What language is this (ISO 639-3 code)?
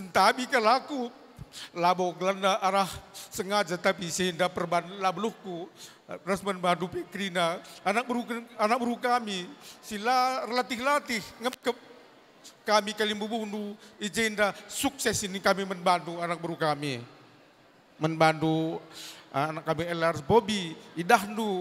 btx